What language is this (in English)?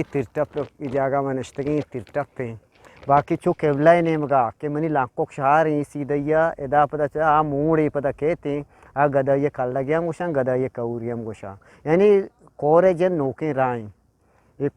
Eastern Balochi